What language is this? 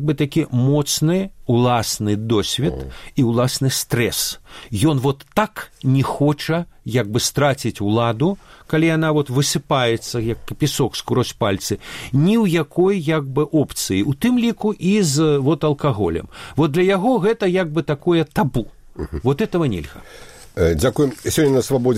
Belarusian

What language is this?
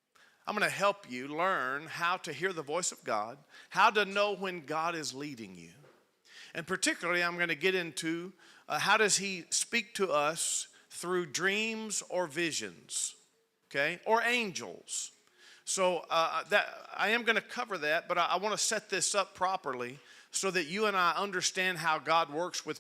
English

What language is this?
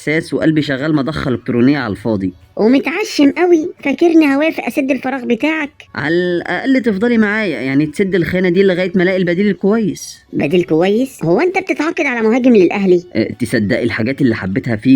Egyptian Arabic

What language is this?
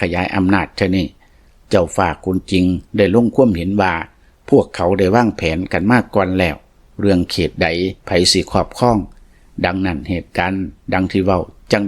Lao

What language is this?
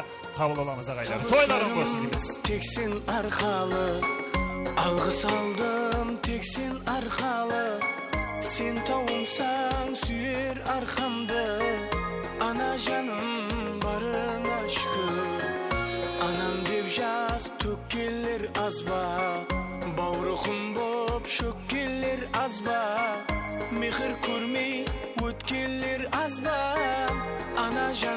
Kara-Kalpak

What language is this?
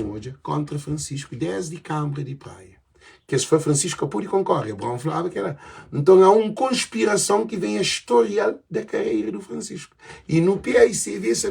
Kabuverdianu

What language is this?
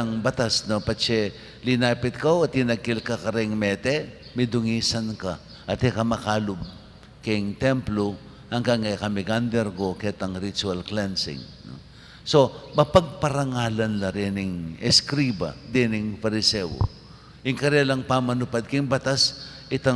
Pampanga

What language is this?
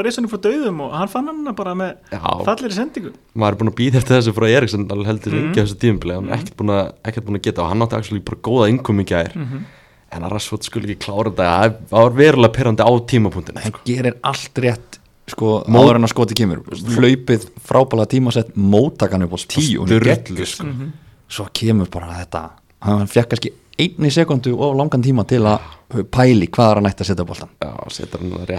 Icelandic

